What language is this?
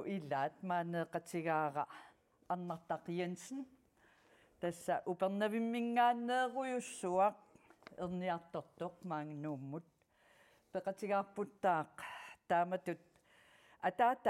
Kalaallisut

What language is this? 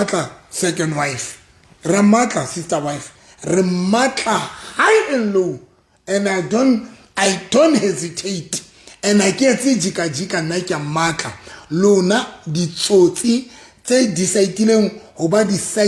Southern Sotho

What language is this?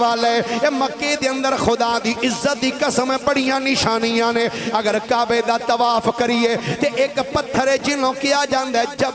Western Panjabi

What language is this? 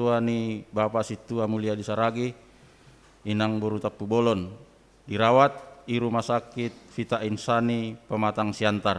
Batak Simalungun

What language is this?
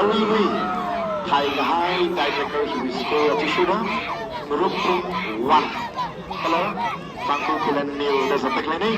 Tangkhul Naga (India)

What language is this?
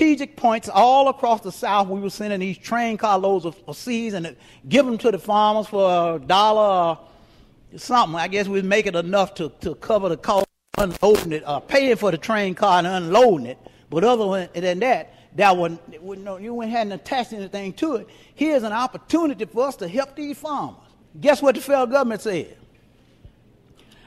English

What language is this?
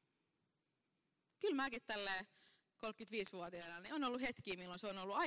Finnish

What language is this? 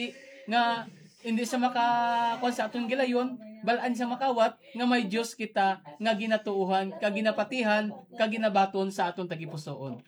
Hiligaynon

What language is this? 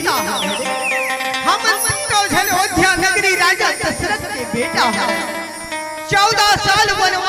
Chhattisgarhi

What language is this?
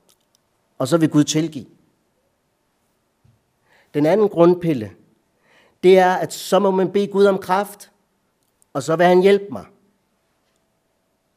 Danish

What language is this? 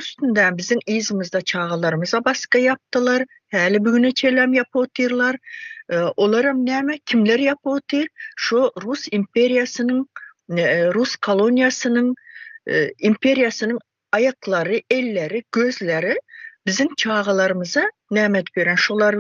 Turkmen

